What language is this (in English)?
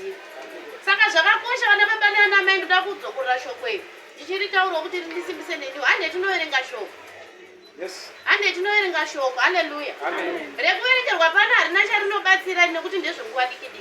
Shona